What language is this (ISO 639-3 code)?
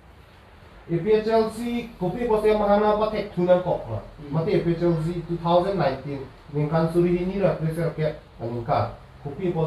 mjw